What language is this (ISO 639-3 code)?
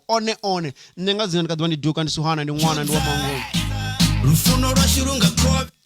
ven